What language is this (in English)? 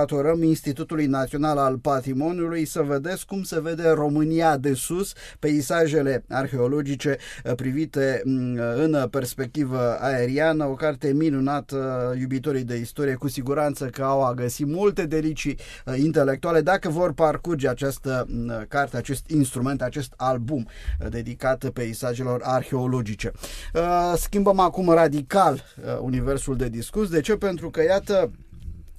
Romanian